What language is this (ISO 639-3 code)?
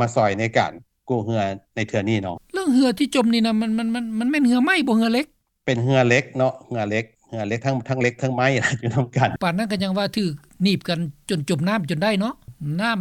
lao